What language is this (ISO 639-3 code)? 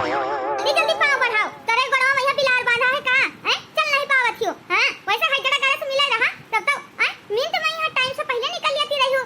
awa